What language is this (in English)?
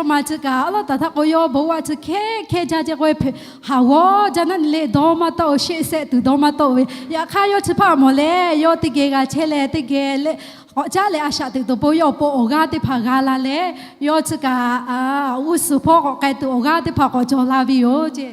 Lahu